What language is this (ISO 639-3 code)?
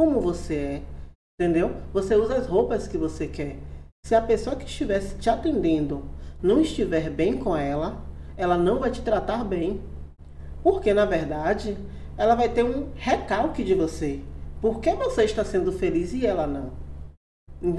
por